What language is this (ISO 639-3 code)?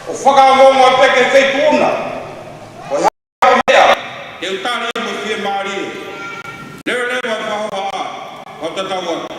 ton